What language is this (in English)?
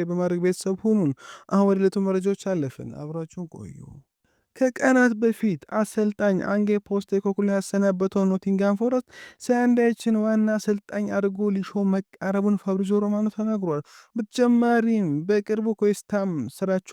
Amharic